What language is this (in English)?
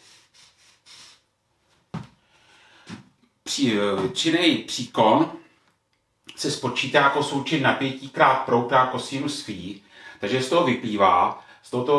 Czech